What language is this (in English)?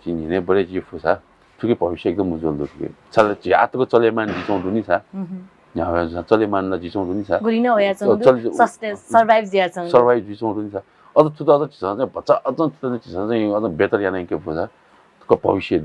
Newari